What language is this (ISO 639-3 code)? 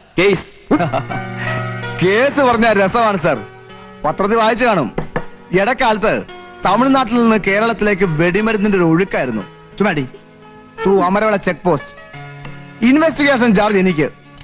mal